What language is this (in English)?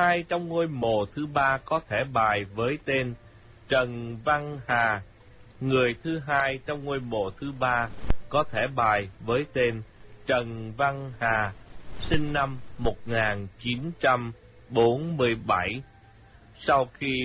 Vietnamese